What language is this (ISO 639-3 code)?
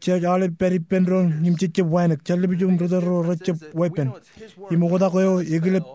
mah